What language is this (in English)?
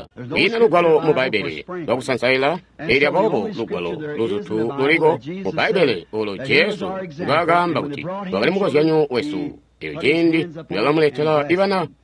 Tonga (Zambia)